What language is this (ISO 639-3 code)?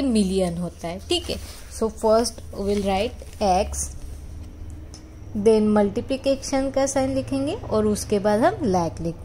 hin